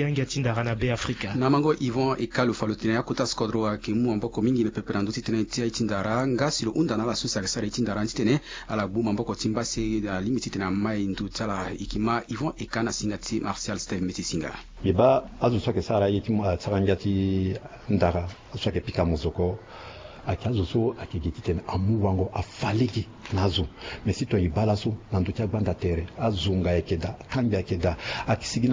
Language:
Sango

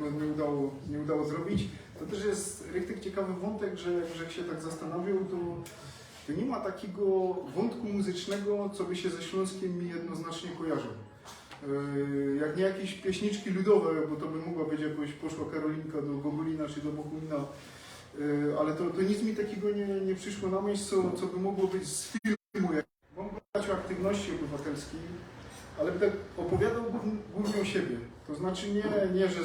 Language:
Silesian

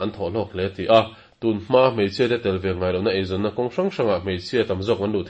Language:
Mizo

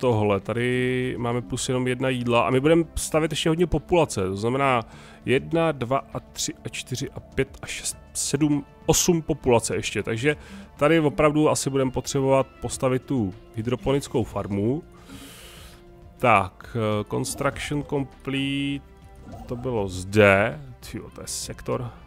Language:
Czech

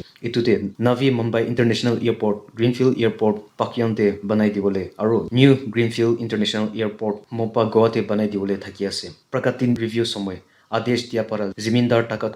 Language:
Naga Pidgin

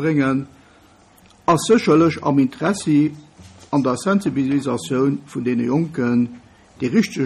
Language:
Luxembourgish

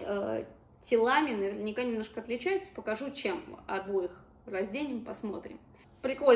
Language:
Russian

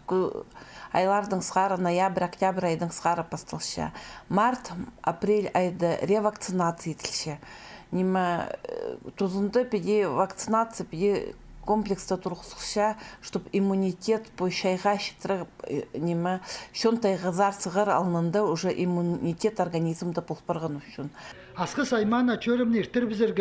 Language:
Khakas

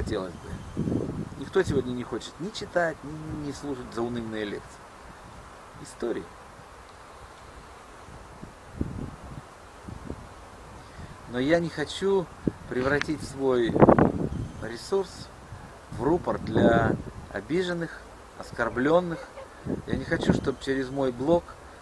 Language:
Russian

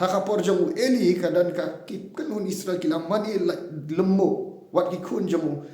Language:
Khasi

